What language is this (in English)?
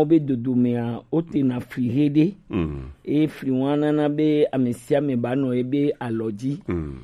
Gen